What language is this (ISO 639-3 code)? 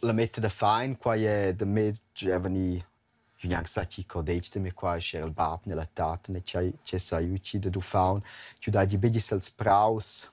roh